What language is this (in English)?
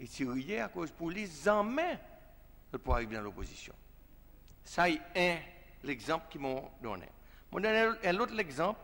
Seselwa Creole French